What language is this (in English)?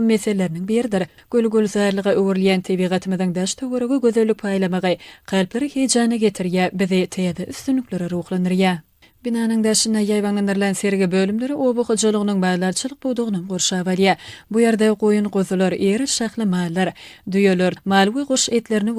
Turkmen